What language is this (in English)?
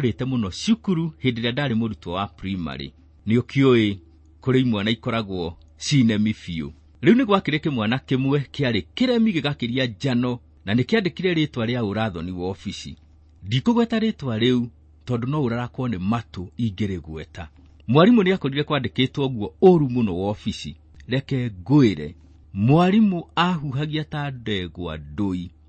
Kikuyu